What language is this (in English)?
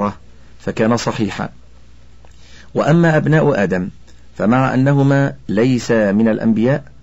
Arabic